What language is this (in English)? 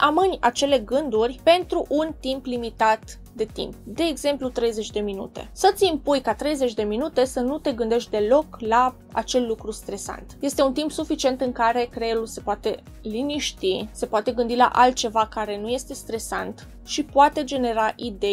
Romanian